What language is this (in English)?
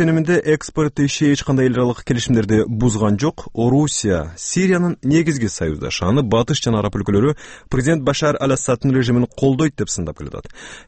Kyrgyz